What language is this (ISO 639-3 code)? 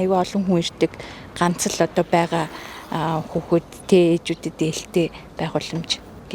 mon